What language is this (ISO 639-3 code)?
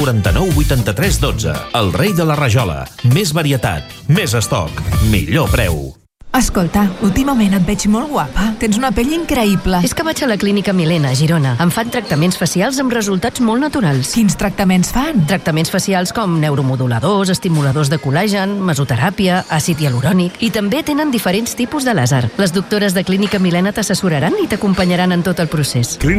cat